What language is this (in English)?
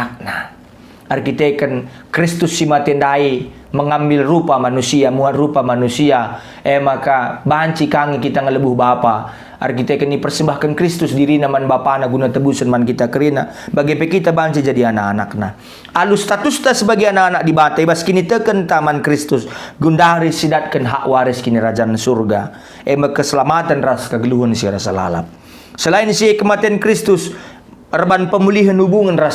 Batak Karo